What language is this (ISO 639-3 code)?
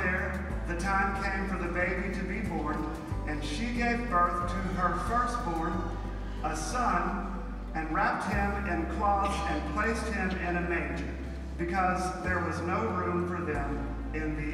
eng